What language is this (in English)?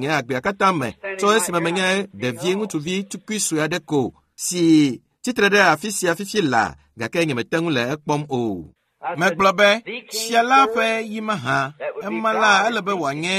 Ewe